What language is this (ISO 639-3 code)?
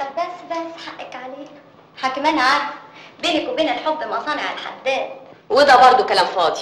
arz